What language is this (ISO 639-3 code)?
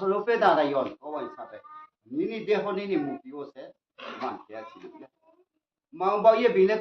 ria